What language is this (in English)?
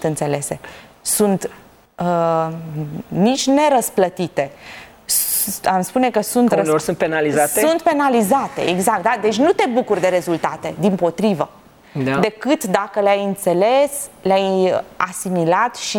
Romanian